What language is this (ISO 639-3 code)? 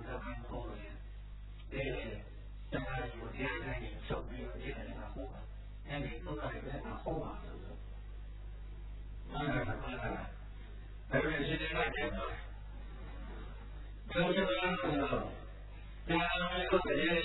mya